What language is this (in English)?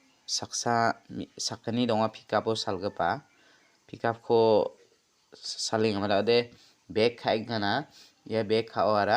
Garo